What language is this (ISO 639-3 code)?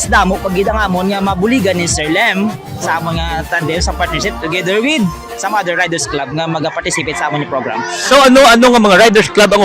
hil